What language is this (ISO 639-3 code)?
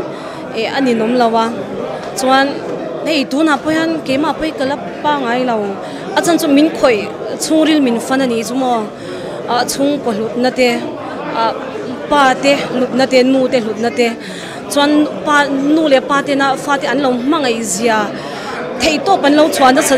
lus